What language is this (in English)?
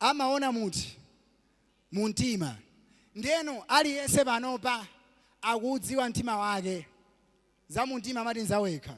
Nyanja